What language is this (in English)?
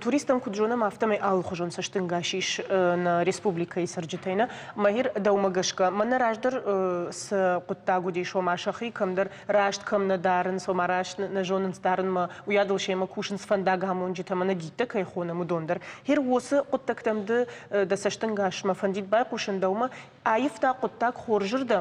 Ossetic